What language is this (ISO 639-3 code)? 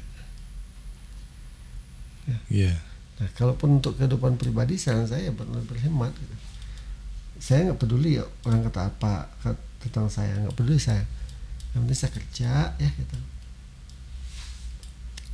ind